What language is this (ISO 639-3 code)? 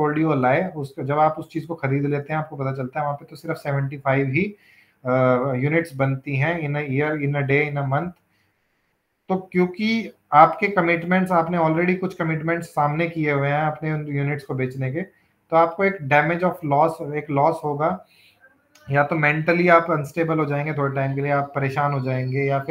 hin